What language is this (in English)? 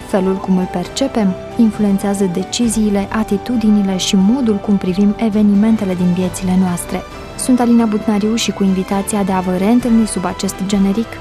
Romanian